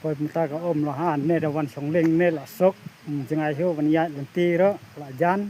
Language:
Khasi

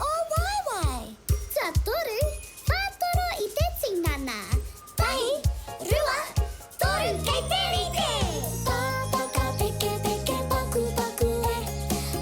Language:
Māori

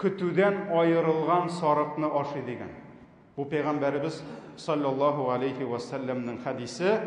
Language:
Tatar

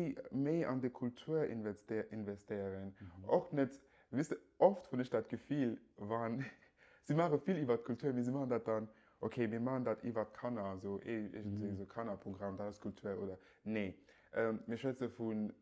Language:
Luxembourgish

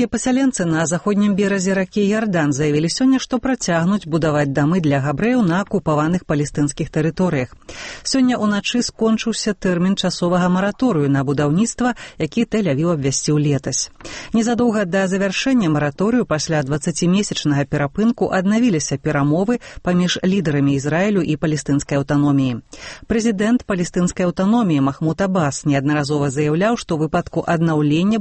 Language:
Belarusian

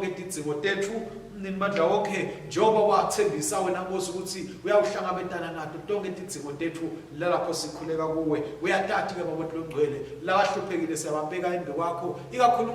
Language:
Swati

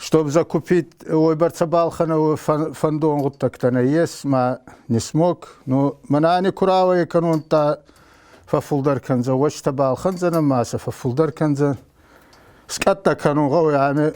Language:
Ossetic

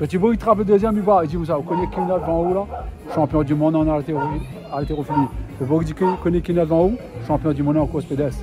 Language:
Réunion Creole French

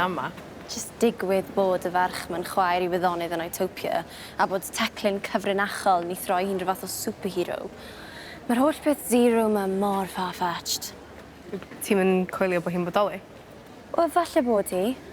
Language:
Welsh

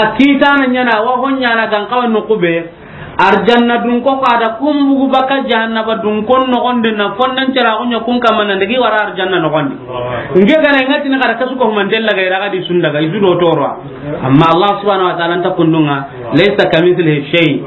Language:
Soninke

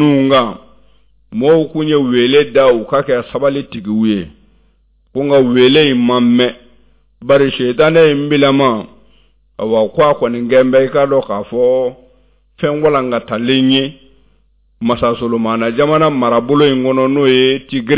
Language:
Bambara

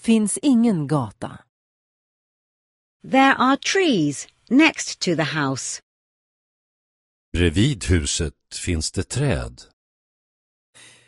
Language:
Swedish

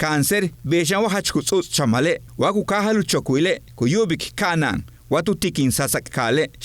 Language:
Yucateco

